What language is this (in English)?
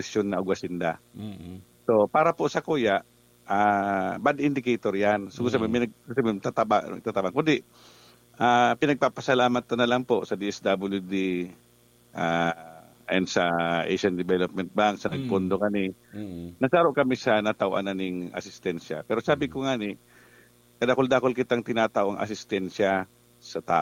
Bikol